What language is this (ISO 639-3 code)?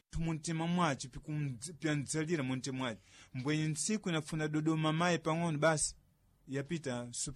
seh